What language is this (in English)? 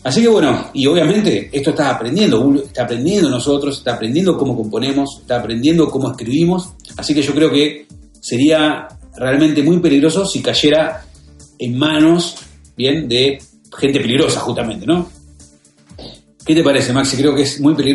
Spanish